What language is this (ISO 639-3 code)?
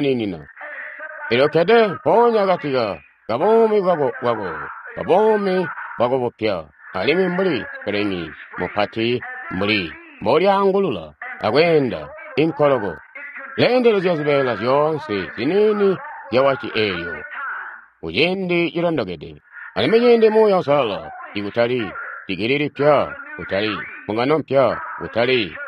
toi